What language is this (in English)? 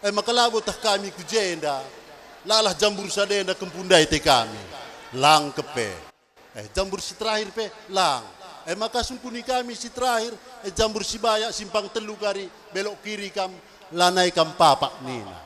Batak Karo